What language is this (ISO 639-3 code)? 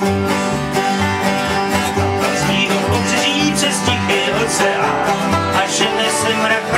ces